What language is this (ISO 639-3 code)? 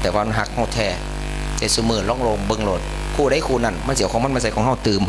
tts